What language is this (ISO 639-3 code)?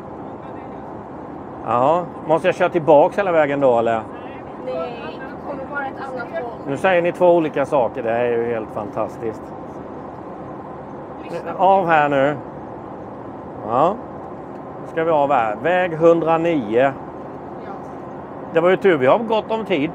swe